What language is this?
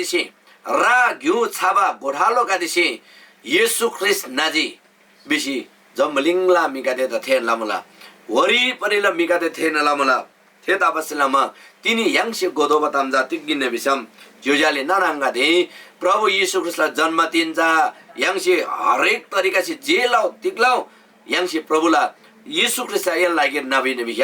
Eastern Tamang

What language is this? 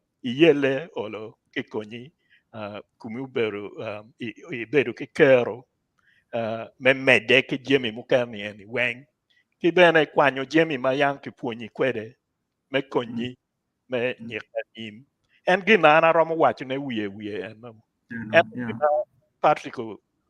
Acoli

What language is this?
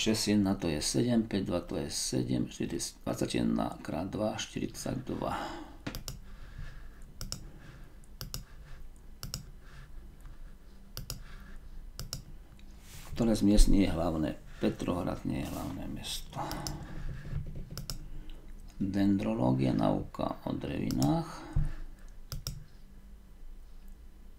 Slovak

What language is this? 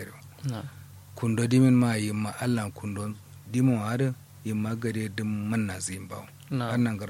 Kanuri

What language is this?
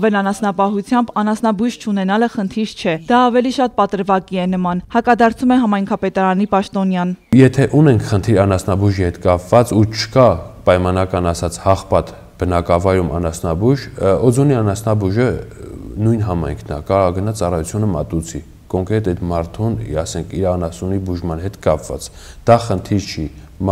Armenian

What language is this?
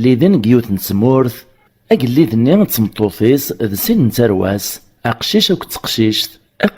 Kabyle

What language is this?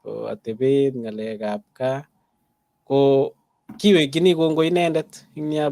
Kalenjin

